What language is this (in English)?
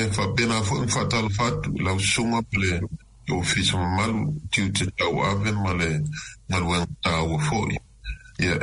Samoan